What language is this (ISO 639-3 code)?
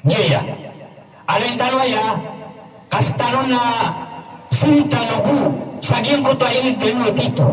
mrw